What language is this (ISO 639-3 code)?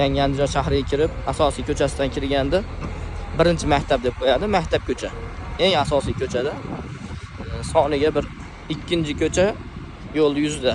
uzb